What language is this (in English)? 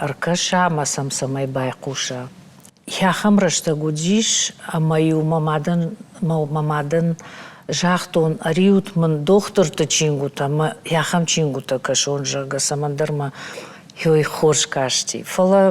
Ossetic